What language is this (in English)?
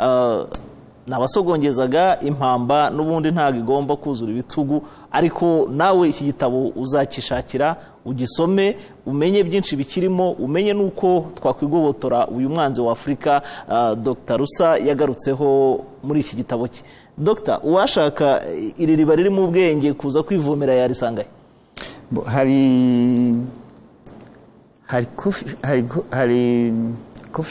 Kinyarwanda